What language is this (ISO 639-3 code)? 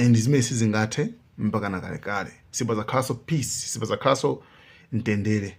nya